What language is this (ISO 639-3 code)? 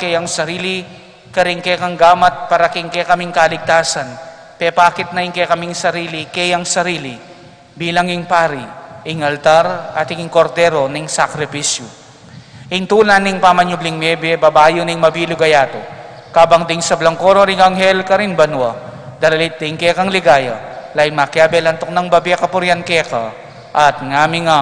pam